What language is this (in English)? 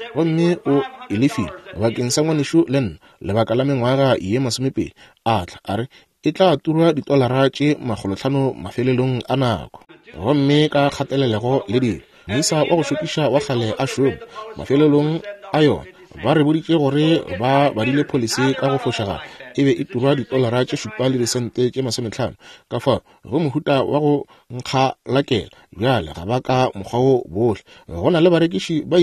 Northern Sotho